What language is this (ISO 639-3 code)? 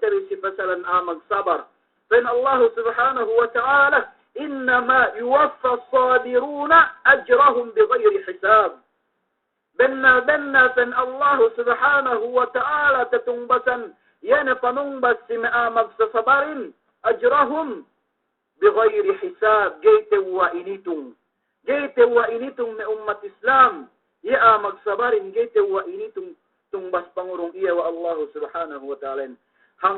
yka